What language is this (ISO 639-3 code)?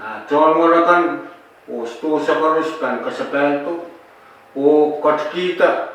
pon